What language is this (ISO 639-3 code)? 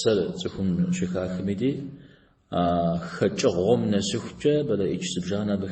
kbd